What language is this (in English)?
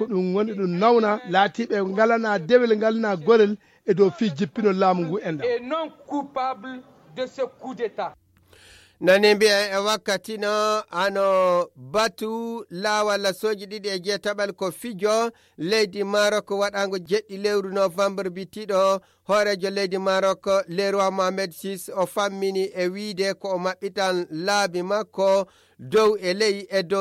Fula